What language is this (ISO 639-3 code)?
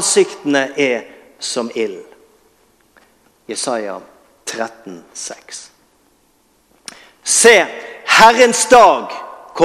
nor